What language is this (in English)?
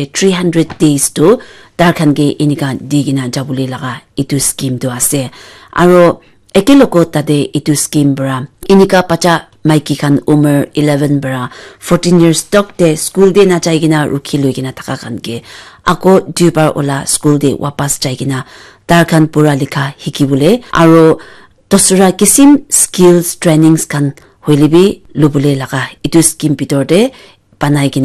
Naga Pidgin